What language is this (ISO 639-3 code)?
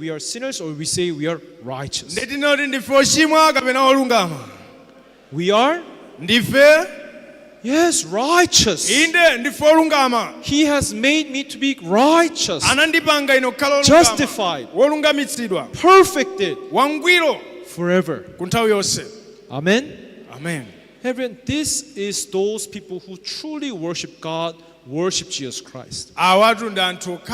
nya